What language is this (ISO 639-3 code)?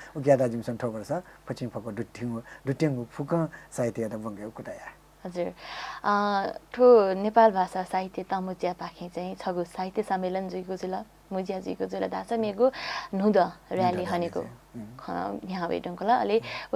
new